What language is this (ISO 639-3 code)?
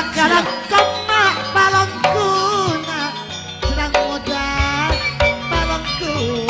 mad